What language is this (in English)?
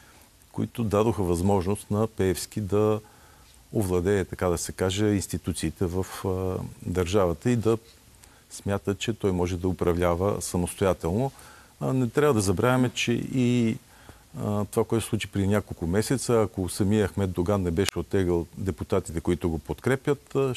Bulgarian